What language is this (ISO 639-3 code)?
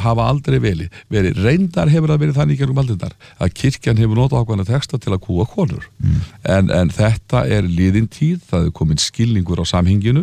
isl